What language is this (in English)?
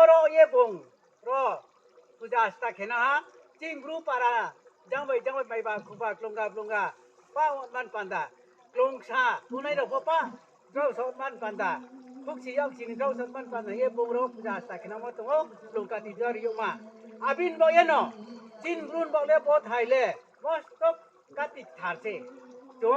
Riang (India)